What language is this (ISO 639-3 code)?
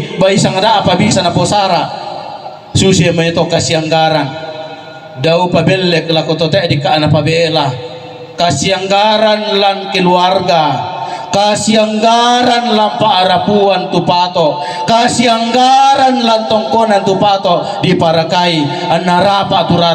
sda